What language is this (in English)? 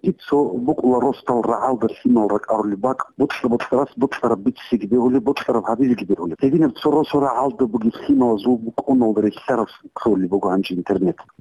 Avaric